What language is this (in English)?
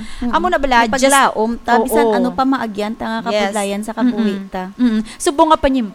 Hiligaynon